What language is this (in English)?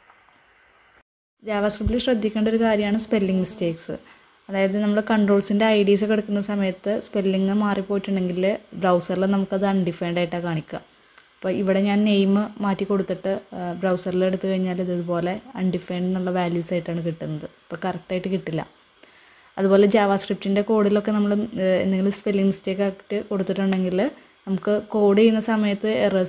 Malayalam